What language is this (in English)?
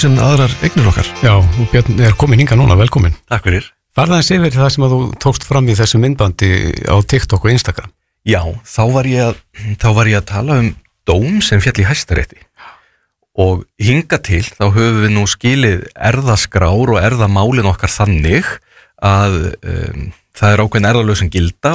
Icelandic